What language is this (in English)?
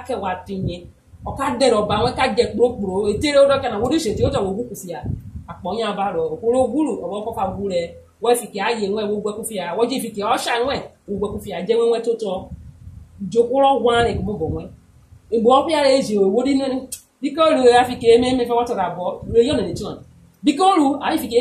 Urhobo